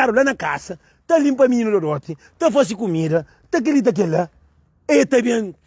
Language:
Kabuverdianu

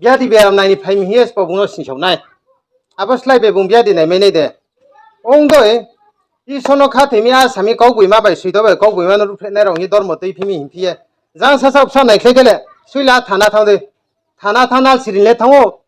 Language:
Riang (India)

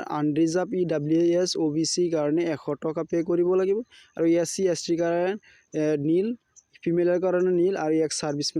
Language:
Assamese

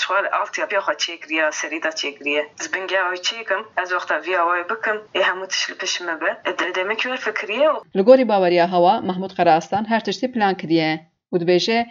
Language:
Kurdish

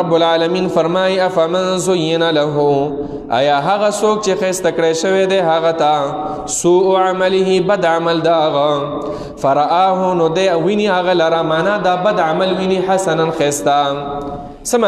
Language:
Pashto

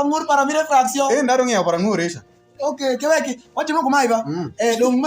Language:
Alur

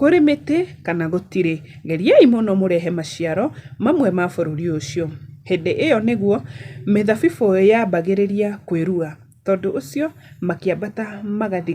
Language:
Kikuyu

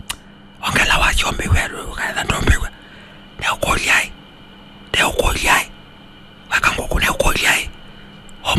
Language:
Kamba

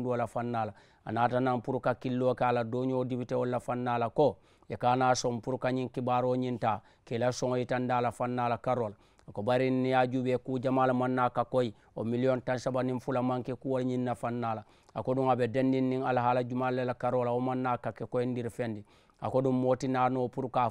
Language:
Mandingo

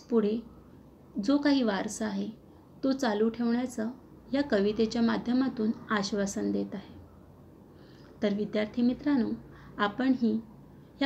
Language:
Marathi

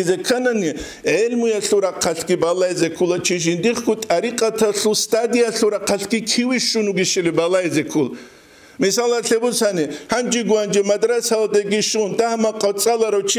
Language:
Avaric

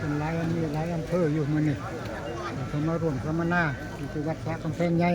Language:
Northeastern Thai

